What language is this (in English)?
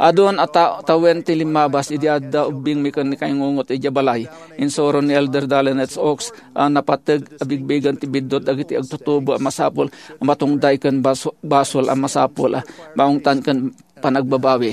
Iloko